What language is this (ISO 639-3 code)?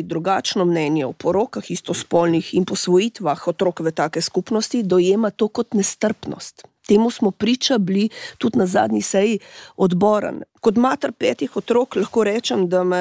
slv